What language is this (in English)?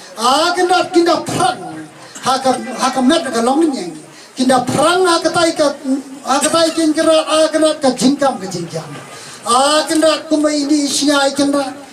Khasi